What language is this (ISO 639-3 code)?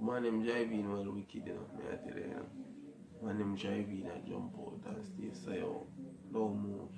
jam